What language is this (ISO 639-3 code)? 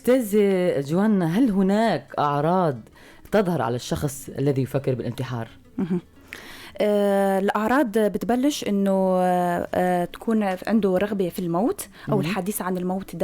apc